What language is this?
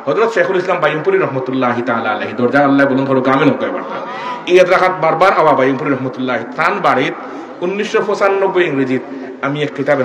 Sylheti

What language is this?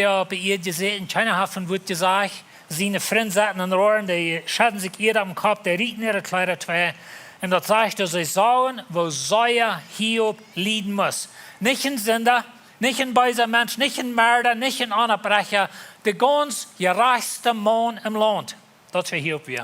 Plautdietsch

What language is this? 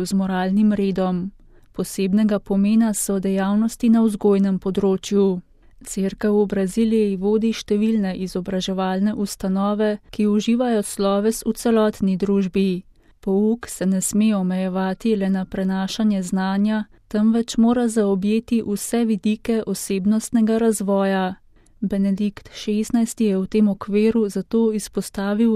Slovenian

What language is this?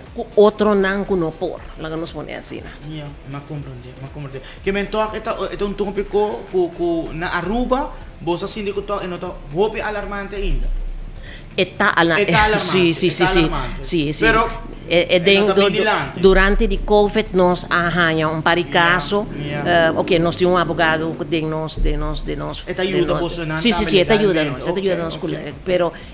Papiamento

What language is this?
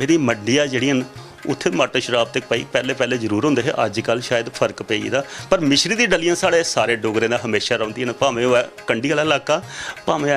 Dogri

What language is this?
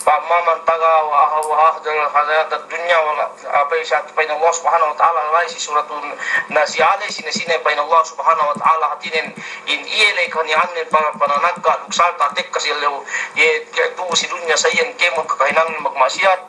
Yakan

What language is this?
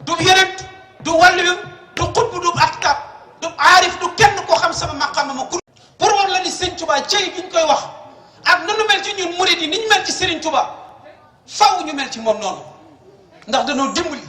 Wolof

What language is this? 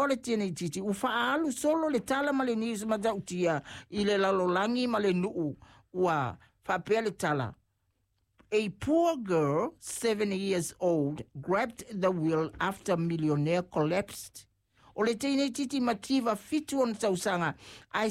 Samoan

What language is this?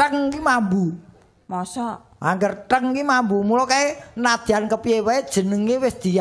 Javanese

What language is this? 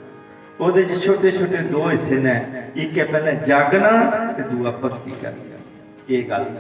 Dogri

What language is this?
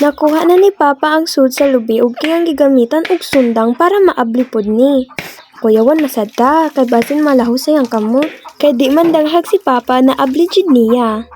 Cebuano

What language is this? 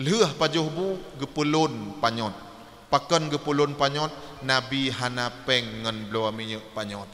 Achinese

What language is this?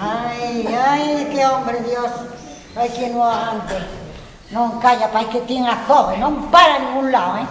Asturian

